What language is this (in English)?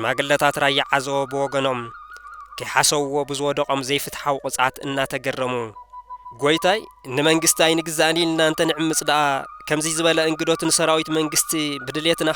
Tigrinya